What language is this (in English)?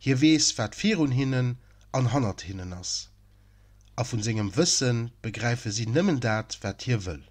Luxembourgish